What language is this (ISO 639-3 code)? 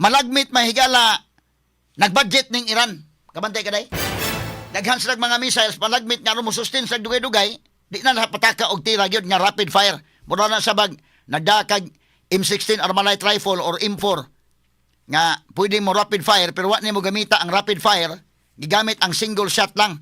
ceb